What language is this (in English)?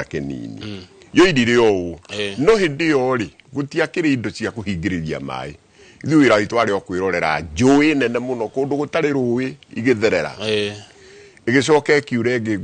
Kikuyu